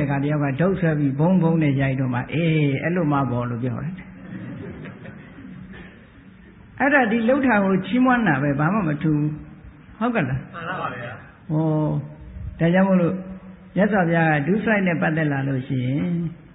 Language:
Burmese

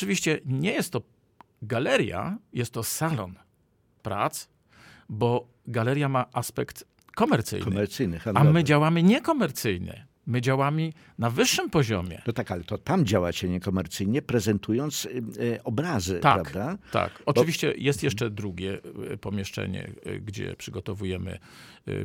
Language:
Polish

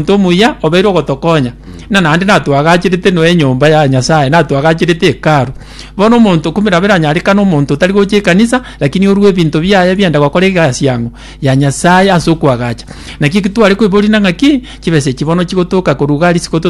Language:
Gusii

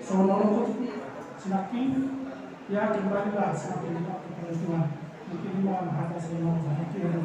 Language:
Batak Toba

